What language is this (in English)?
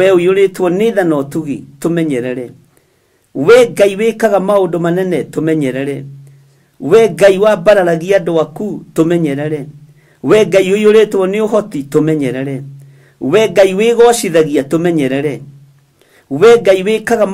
Kikuyu